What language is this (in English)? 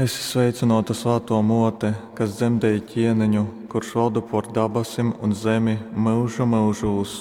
Latgalian